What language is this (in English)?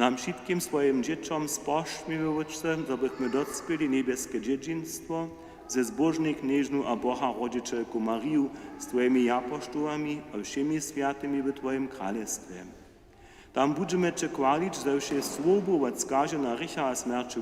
Upper Sorbian